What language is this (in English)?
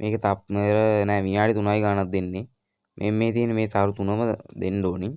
Sinhala